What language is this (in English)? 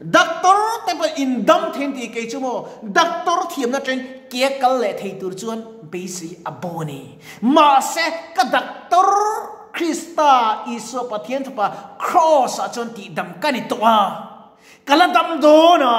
Mizo